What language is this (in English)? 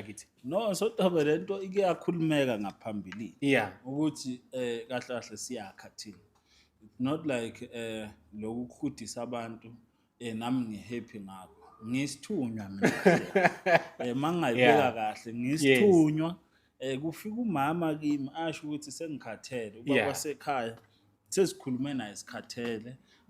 Zulu